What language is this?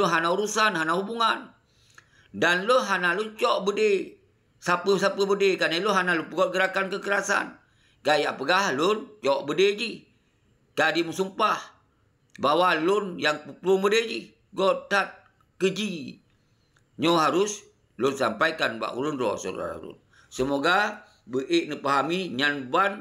Achinese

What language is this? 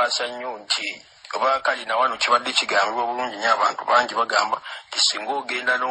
Ganda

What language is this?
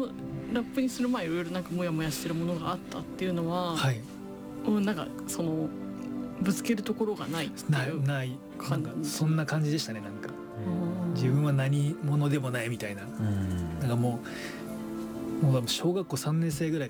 Japanese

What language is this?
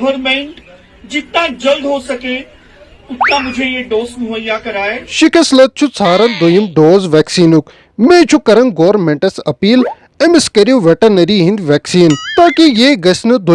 Kashmiri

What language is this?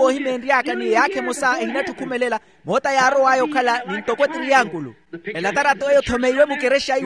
Makhuwa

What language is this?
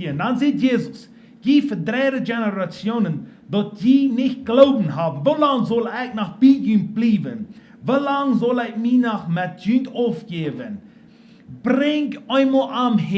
Plautdietsch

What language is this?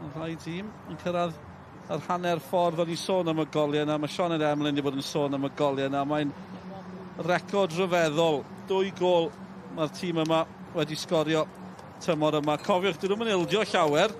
Welsh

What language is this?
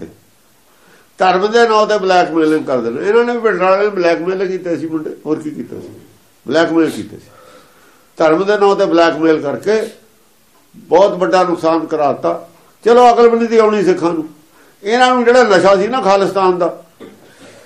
Punjabi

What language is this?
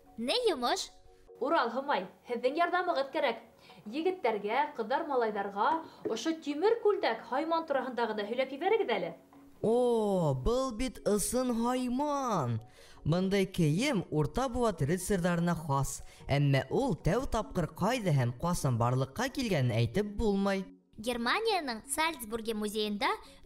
Bashkir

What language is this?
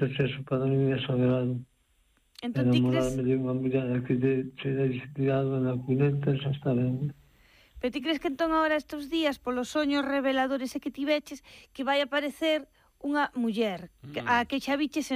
Galician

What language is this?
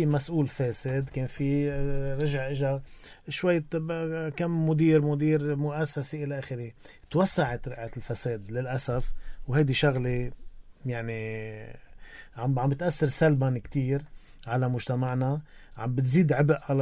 North Levantine Arabic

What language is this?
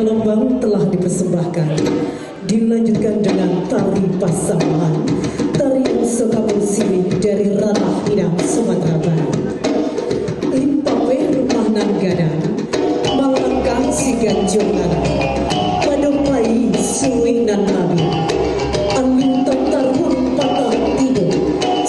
Minangkabau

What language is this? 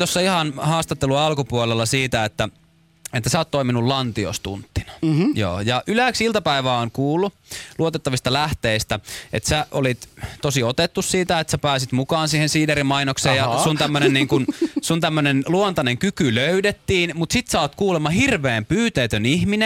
Finnish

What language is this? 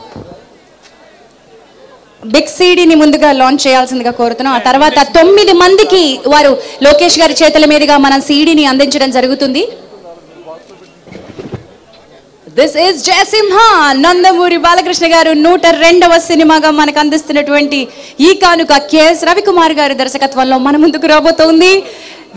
Telugu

